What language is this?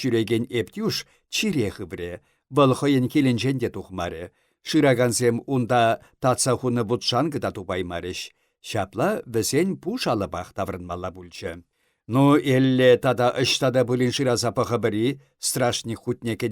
Chuvash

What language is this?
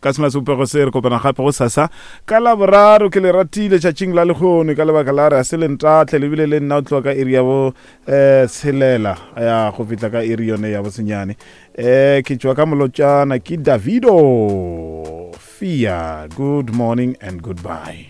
Northern Sotho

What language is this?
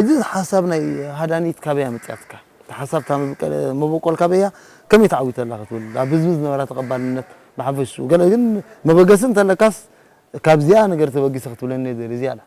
Tigrinya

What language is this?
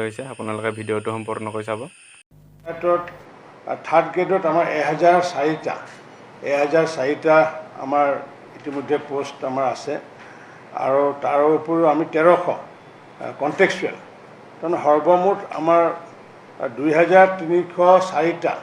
Assamese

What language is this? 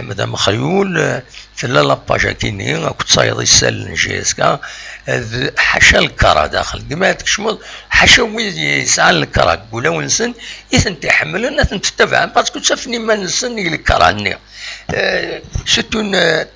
Kabyle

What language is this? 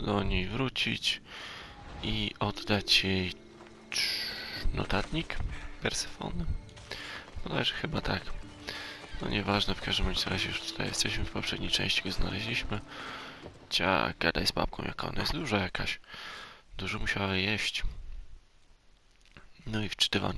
Polish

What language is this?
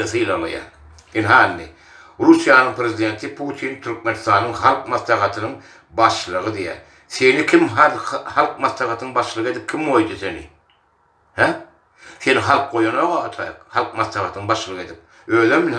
Turkmen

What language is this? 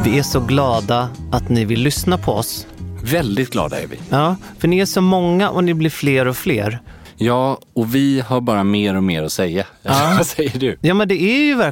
Swedish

